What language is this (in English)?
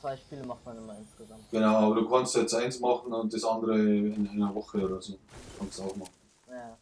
Bavarian